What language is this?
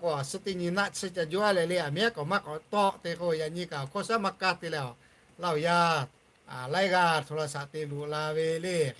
Lahu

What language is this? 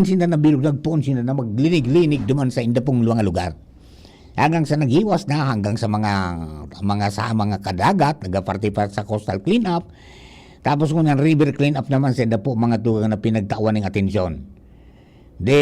Bikol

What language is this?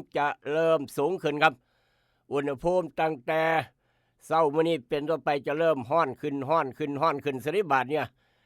Northeastern Thai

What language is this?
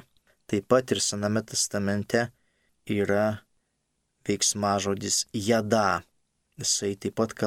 Lithuanian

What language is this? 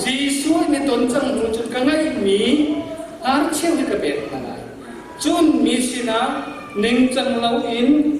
Hakha Chin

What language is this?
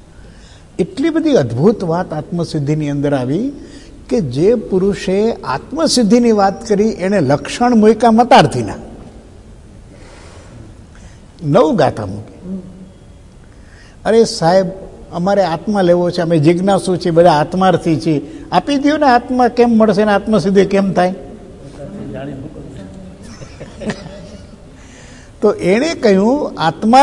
Gujarati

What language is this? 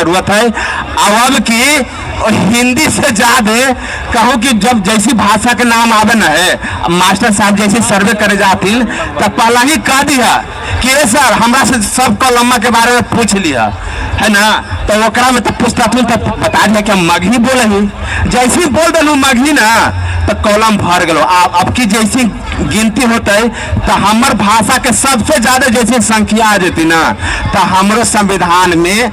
Magahi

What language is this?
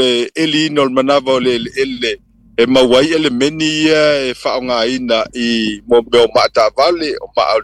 Samoan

